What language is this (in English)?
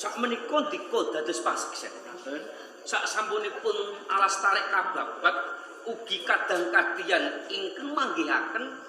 Javanese